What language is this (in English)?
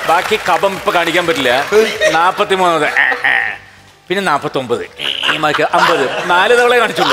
Malayalam